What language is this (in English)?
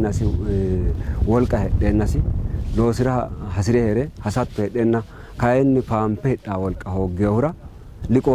Sidamo